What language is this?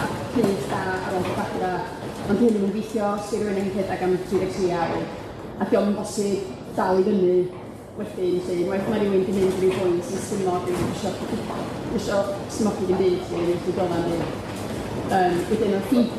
Welsh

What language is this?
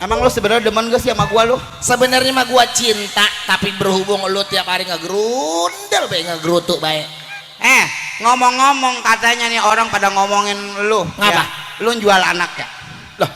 Betawi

